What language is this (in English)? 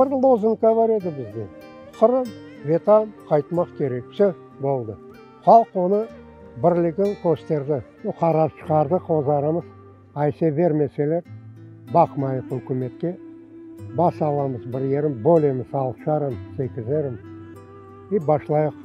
Crimean Tatar